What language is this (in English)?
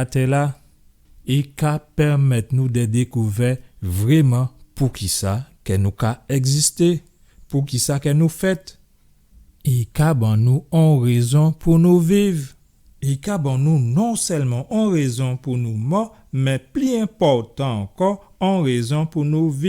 Guadeloupean Creole French